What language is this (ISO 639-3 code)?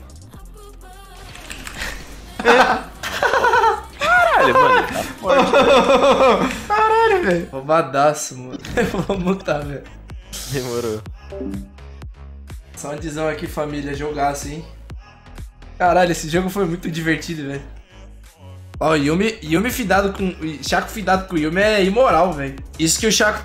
por